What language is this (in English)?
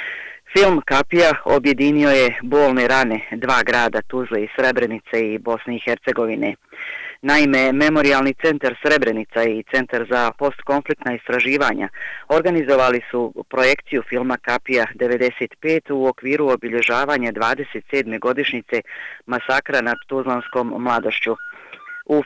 Bosnian